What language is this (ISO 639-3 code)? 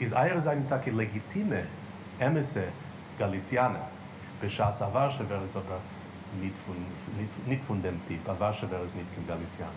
yid